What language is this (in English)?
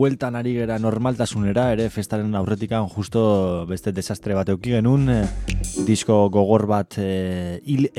Basque